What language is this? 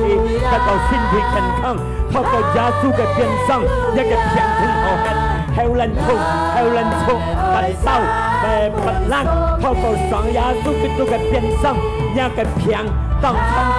Hakka Chinese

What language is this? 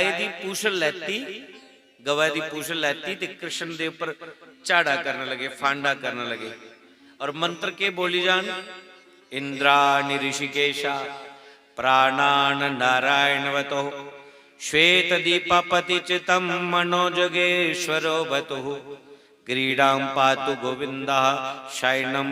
Dogri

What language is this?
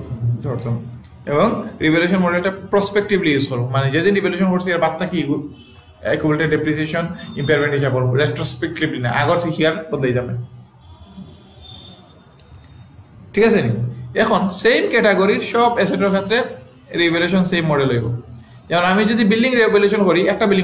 Sylheti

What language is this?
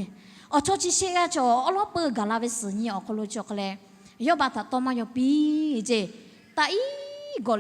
Lahu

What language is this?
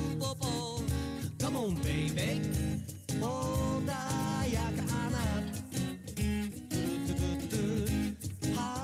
Japanese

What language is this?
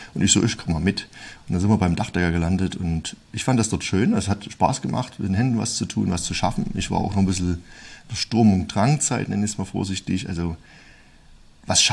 German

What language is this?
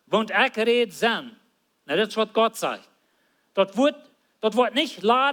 Plautdietsch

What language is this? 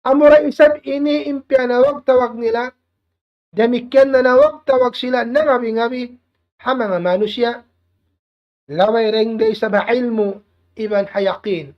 Tausug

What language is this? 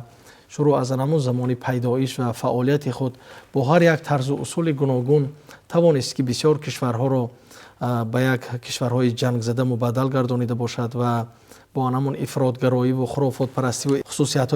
Tajik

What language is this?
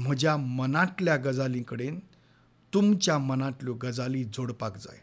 Konkani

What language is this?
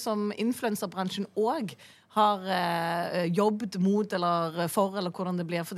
Norwegian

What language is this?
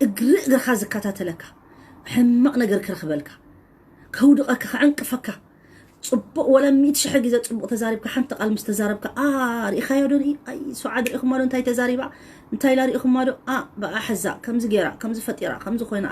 Tigrinya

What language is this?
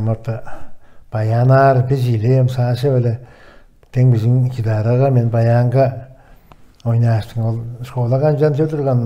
Tuvinian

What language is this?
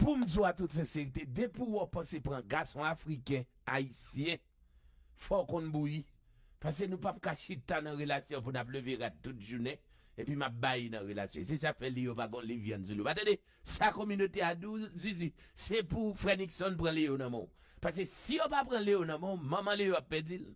Haitian Creole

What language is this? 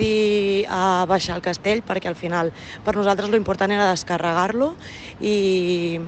Catalan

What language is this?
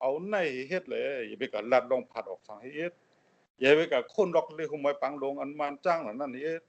Shan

